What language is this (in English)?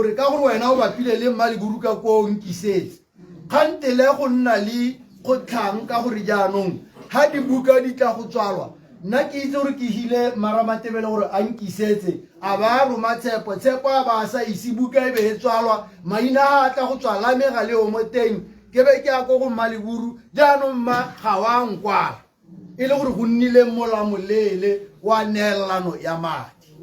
Tswana